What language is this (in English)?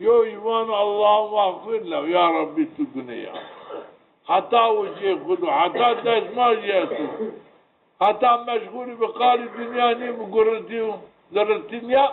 Zaza